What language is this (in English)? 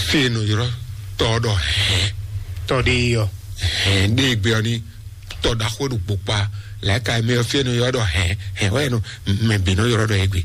Fon